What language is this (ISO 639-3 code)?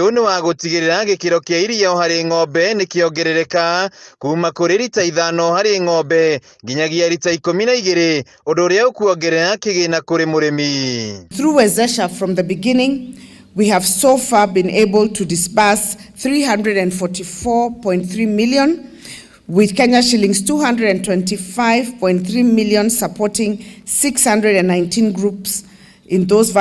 kik